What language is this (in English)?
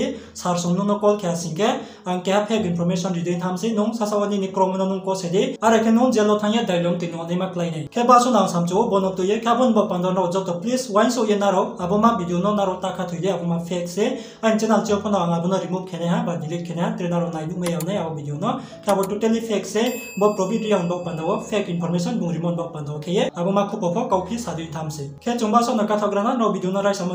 Riang (India)